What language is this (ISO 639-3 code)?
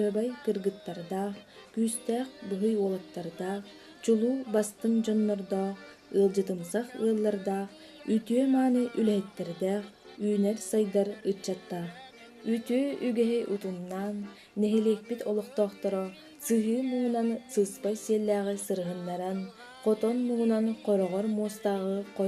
sah